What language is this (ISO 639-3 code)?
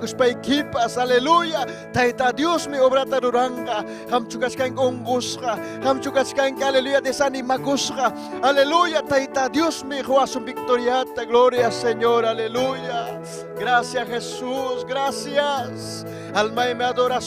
quy